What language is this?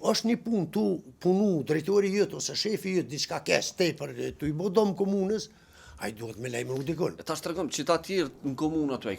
Albanian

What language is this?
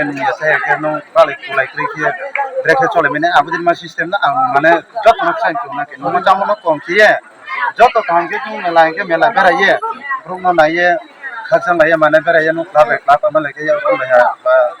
Riang (India)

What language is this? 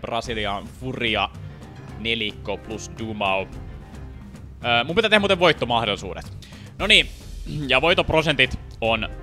Finnish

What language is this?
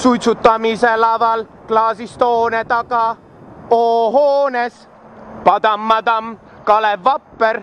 Estonian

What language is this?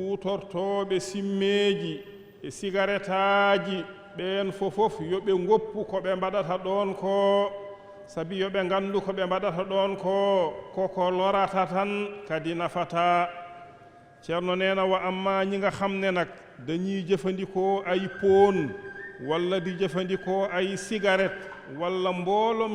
Fula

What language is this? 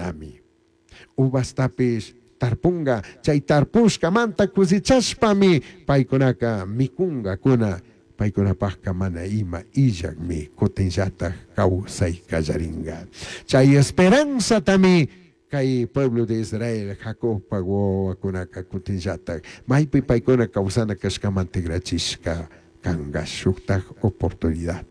Chimborazo Highland Quichua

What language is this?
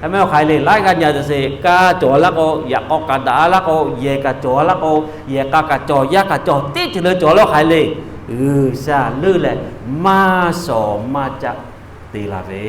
Lahu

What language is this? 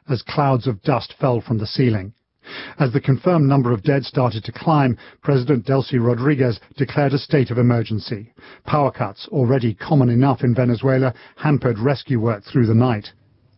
English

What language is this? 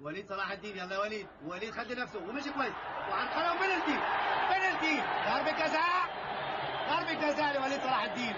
Egyptian Arabic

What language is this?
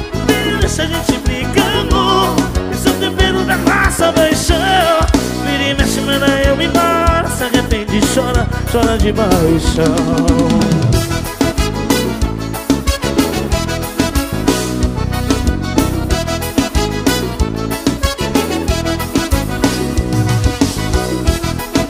Portuguese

